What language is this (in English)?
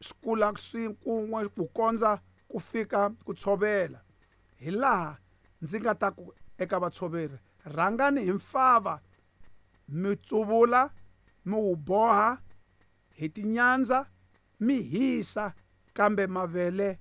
Tsonga